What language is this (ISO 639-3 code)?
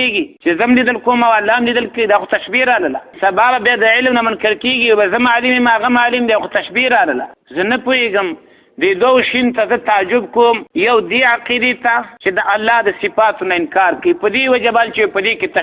pus